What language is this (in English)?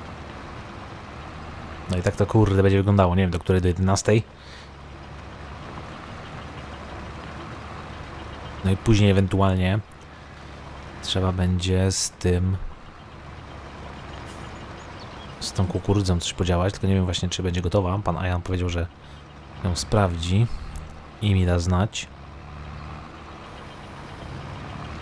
Polish